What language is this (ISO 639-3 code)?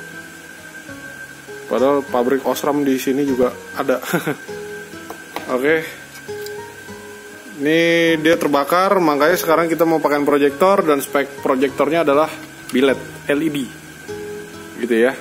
ind